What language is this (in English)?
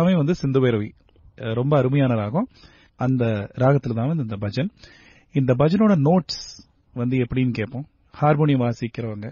Tamil